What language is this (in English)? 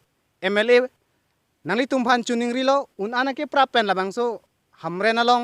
Karbi